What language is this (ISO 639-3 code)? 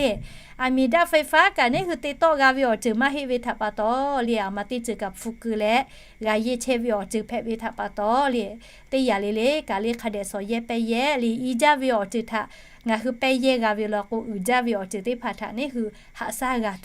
lhu